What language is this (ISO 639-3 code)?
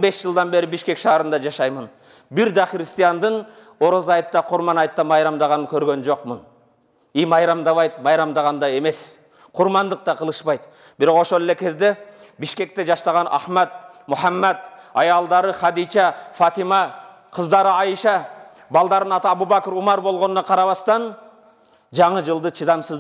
kir